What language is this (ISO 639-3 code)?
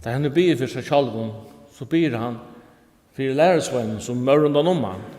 fao